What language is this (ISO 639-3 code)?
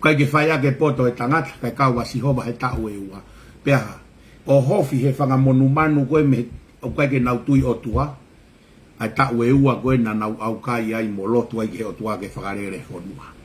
ton